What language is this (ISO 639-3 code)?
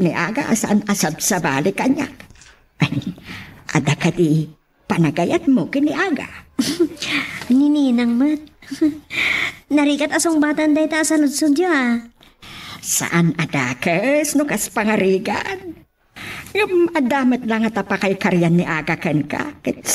ilo